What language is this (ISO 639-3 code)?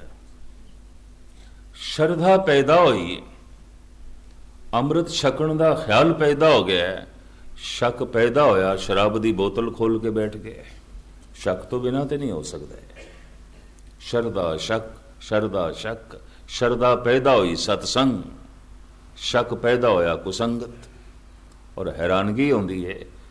pan